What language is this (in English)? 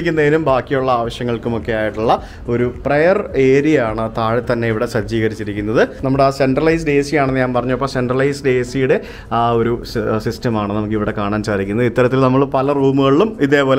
Malayalam